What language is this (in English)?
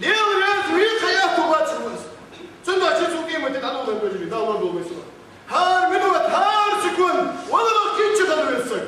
Ingush